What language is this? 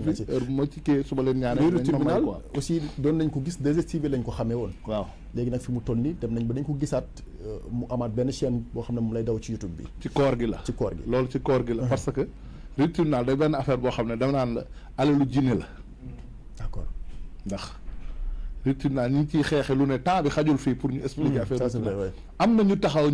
Wolof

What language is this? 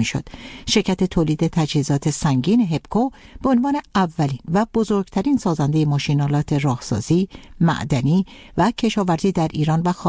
Persian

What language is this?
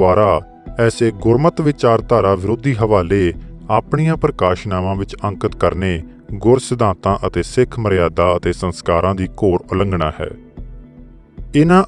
Punjabi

